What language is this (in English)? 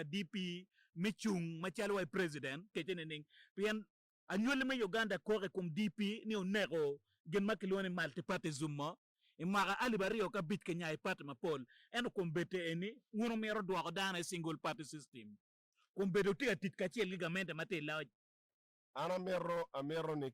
Acoli